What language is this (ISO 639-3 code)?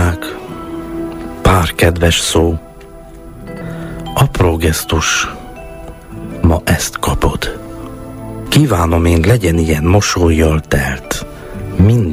hun